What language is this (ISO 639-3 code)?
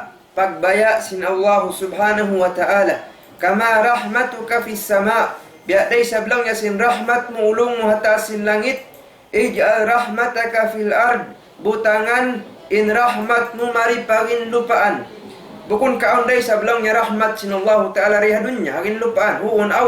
tsg